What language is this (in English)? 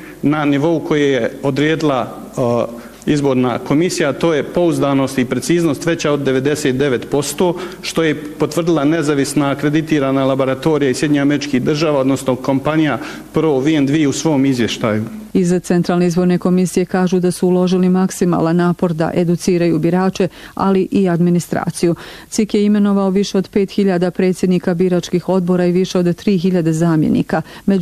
Bosnian